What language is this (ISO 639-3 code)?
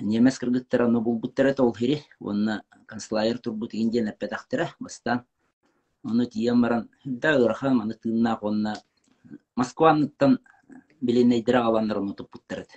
sah